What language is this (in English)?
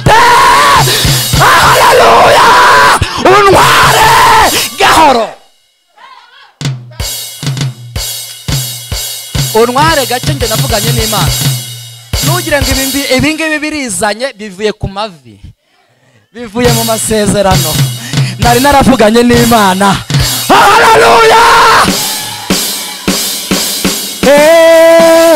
Kinyarwanda